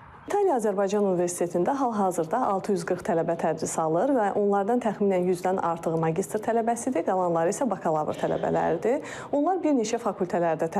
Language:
Azerbaijani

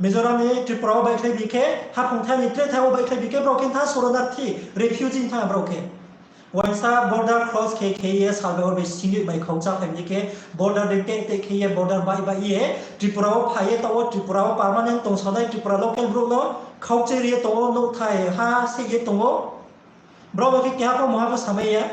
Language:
Riang (India)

